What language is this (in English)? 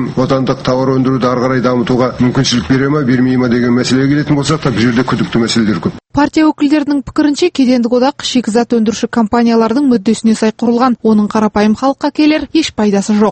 Kazakh